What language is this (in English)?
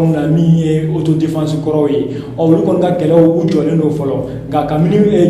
Bambara